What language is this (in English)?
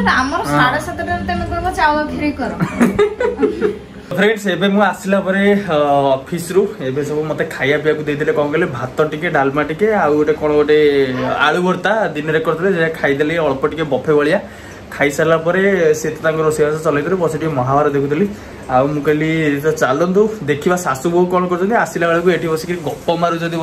Odia